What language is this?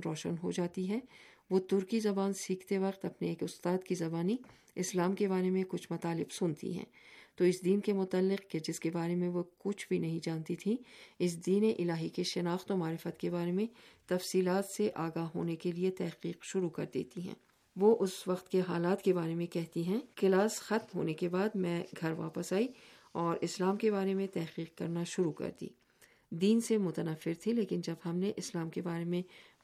Urdu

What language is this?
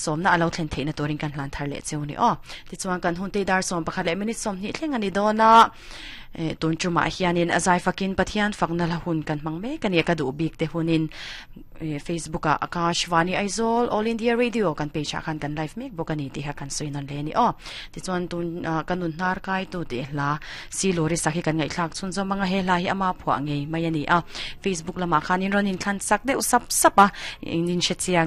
Mizo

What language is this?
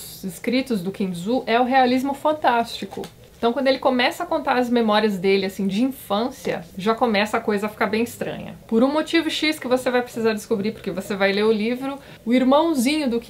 Portuguese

